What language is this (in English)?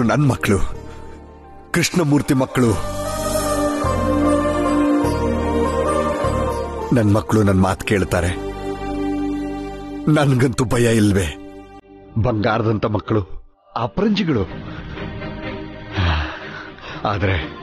Kannada